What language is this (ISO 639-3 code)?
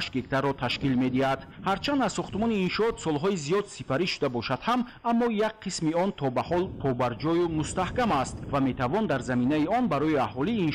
tgk